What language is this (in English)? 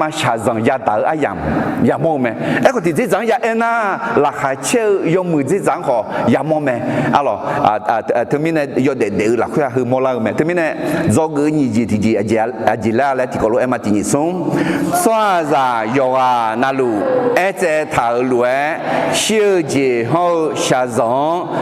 Akha